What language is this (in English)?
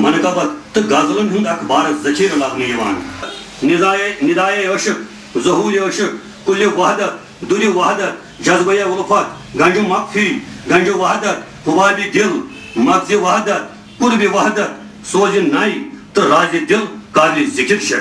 Kashmiri